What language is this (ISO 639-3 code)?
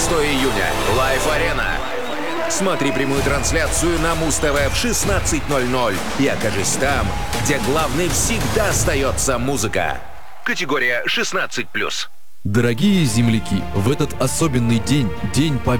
rus